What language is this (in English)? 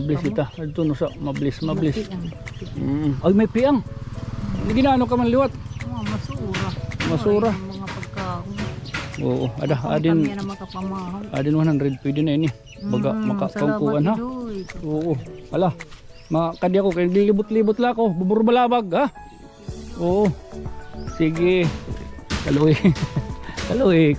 Waray